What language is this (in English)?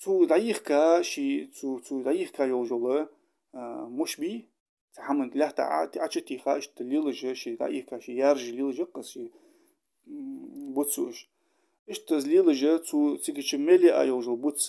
Ingush